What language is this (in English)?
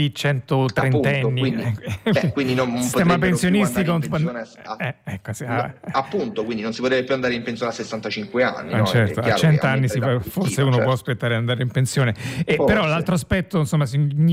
Italian